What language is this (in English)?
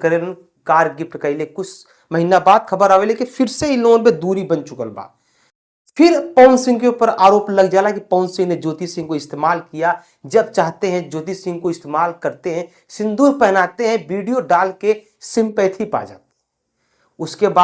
Bhojpuri